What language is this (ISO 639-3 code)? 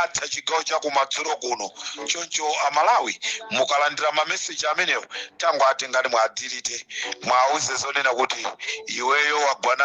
nya